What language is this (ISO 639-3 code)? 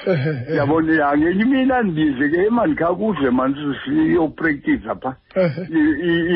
xho